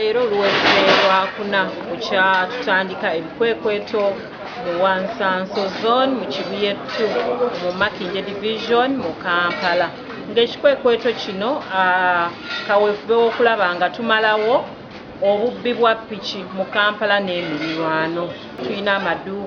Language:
Ganda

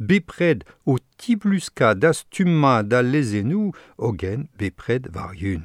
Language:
Breton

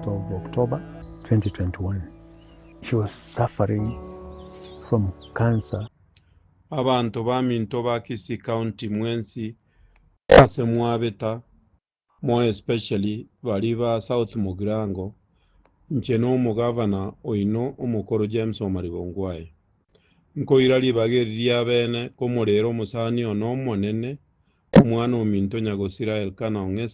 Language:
Gusii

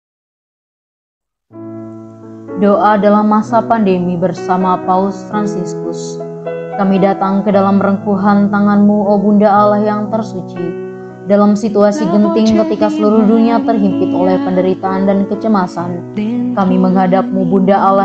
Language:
Indonesian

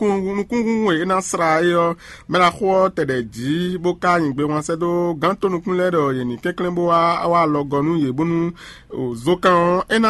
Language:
Fon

